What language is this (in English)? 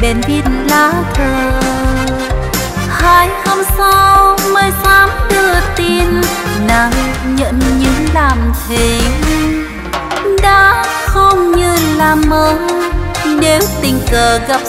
Vietnamese